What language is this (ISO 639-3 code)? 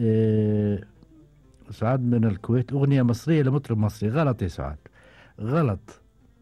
afb